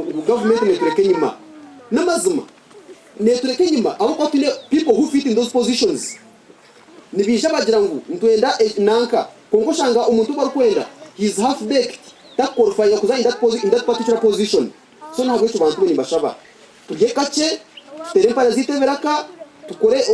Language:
Nyankole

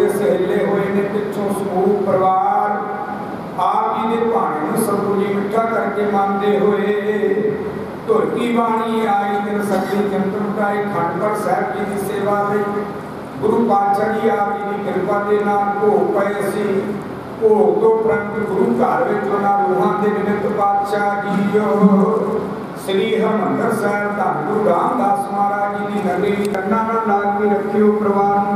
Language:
Punjabi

